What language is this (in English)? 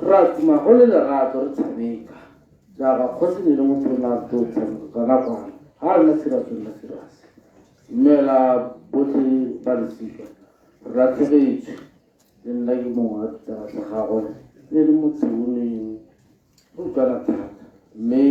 Tswana